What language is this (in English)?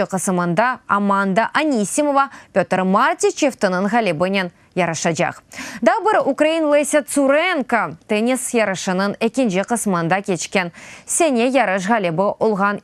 Crimean Tatar